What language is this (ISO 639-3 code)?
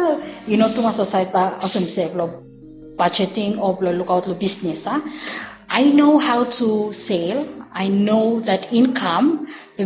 bis